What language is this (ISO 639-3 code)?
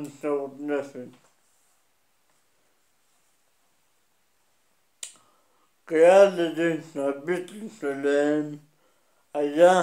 heb